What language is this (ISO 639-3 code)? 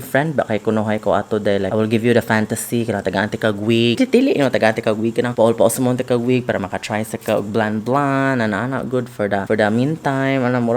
ceb